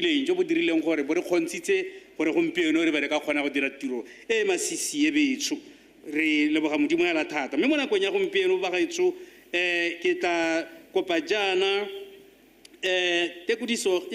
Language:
Tswana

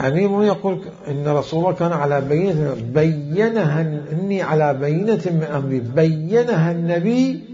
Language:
Mesopotamian Arabic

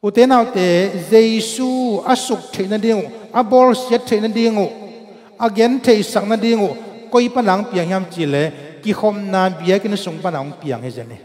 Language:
Tedim Chin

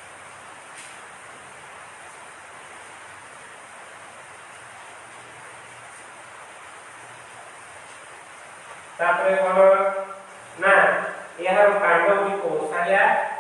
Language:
Odia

